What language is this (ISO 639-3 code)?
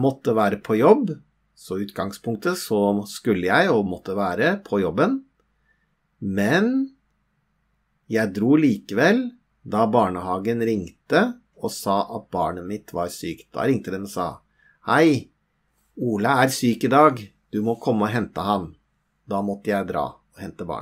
nor